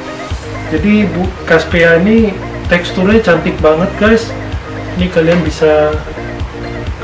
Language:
Indonesian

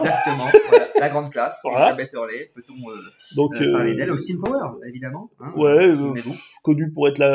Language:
French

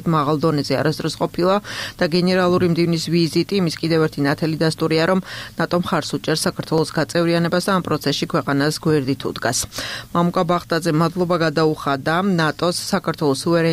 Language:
Georgian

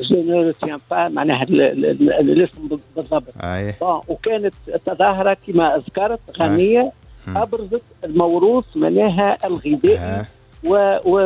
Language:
Tunisian Arabic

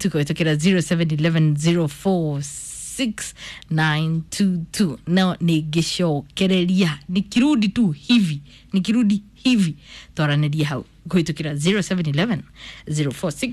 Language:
Kikuyu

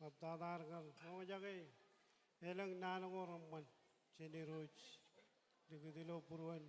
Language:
Marshallese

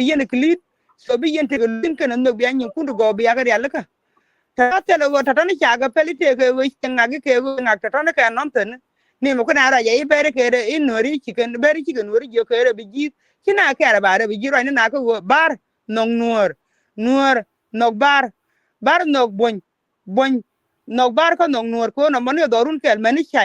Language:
Nuer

